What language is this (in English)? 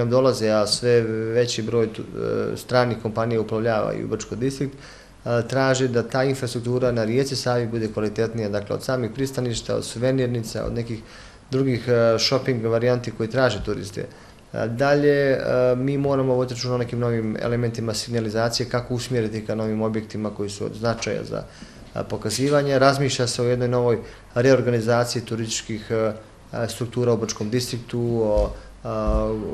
Bosnian